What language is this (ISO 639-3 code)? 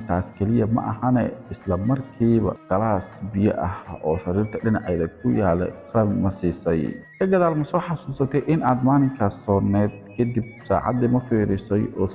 som